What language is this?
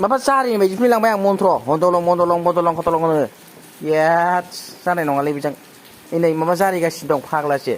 Bodo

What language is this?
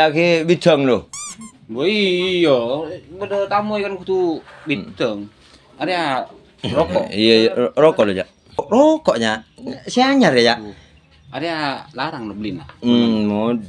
Madurese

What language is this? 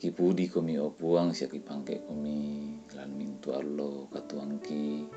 Toraja-Sa'dan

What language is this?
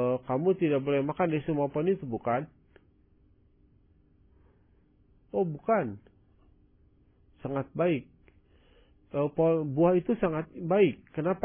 Indonesian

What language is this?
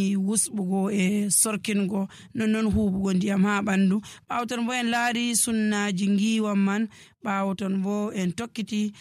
Nigerian Fulfulde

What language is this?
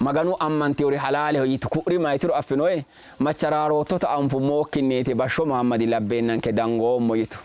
Sidamo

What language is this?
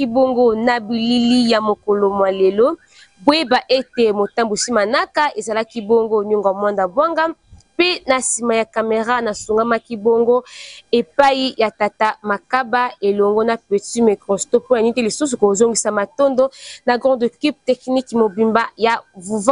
Lingala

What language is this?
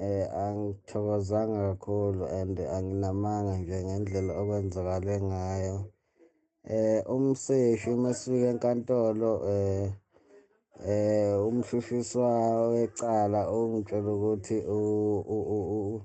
Zulu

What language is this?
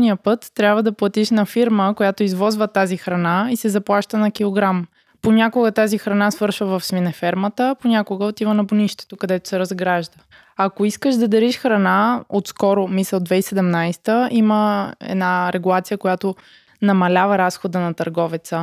Bulgarian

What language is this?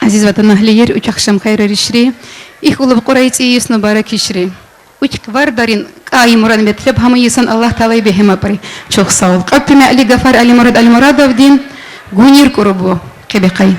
Tabassaran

